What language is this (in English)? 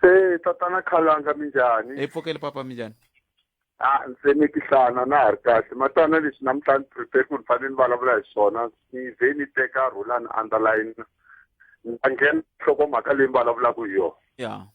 Tsonga